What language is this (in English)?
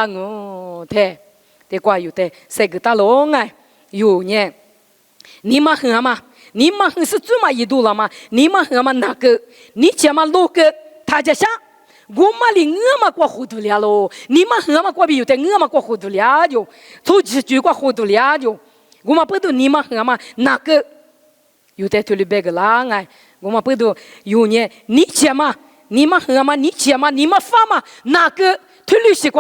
Lisu